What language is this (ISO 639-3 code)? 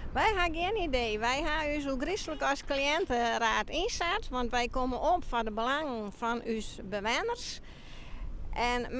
fry